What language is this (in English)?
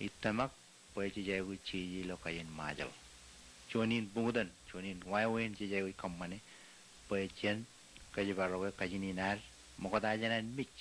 Marshallese